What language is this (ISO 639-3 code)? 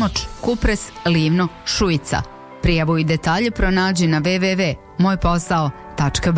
bos